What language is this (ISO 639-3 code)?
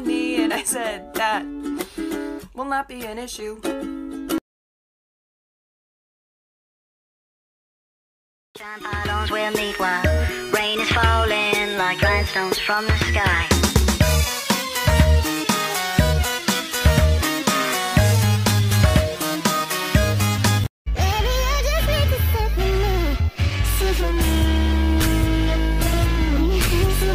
eng